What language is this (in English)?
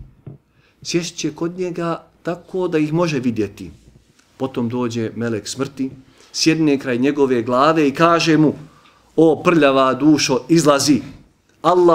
Bosnian